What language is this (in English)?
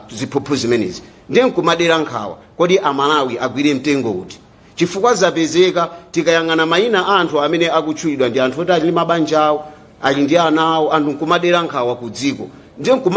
Nyanja